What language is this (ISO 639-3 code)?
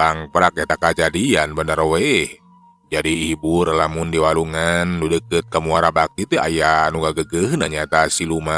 sun